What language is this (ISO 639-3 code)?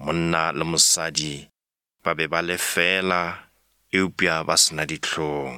nso